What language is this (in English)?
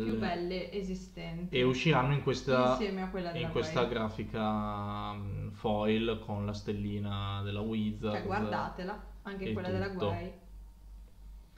Italian